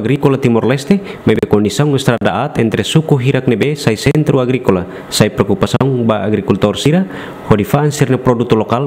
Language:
Tetum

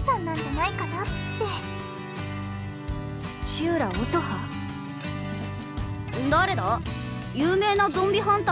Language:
Japanese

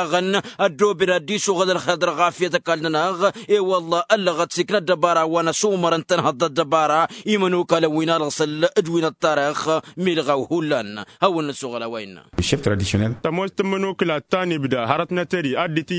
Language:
Tamasheq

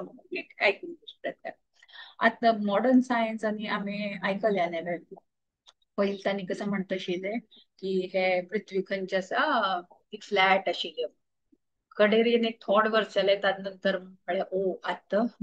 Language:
Konkani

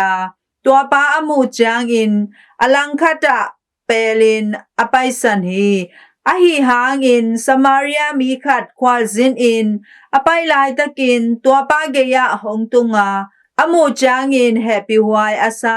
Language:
Tedim Chin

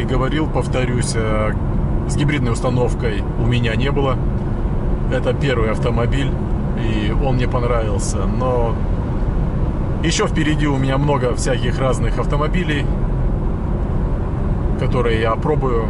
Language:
Russian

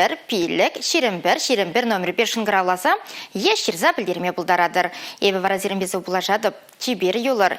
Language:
Chuvash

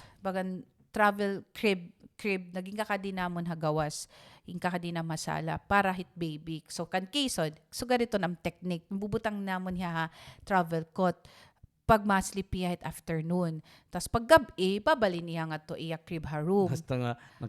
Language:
Waray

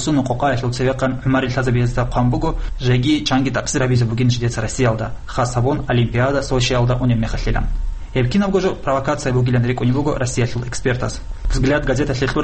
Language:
Avaric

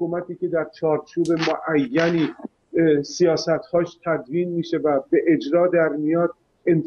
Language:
Persian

